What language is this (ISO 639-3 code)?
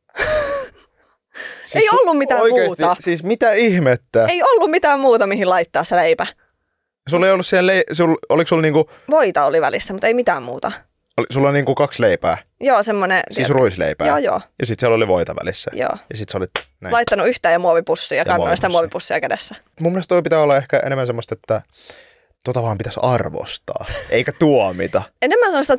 fin